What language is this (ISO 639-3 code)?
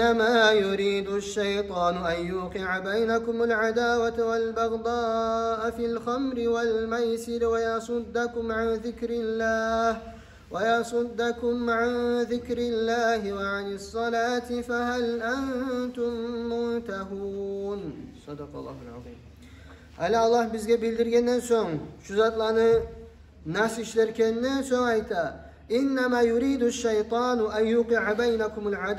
kum